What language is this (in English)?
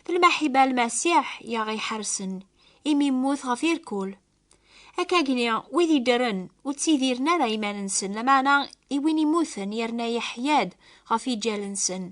Kabyle